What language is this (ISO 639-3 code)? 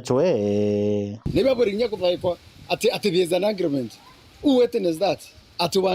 mer